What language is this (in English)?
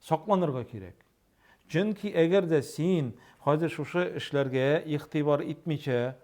Tatar